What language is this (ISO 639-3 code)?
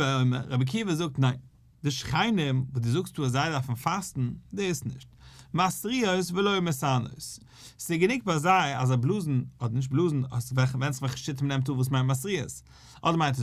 yid